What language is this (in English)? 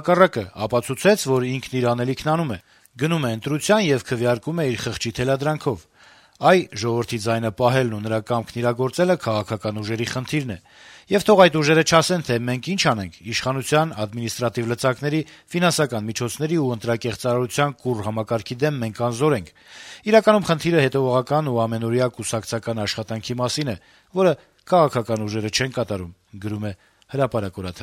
Armenian